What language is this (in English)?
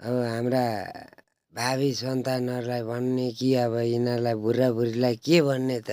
Nepali